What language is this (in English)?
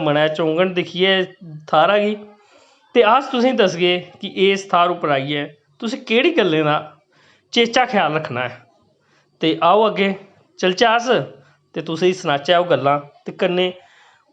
Dogri